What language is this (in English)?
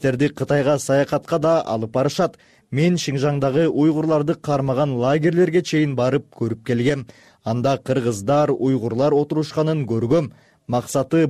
Kyrgyz